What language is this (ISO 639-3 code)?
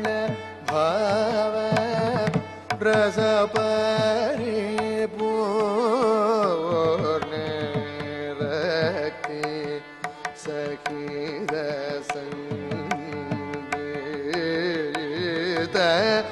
san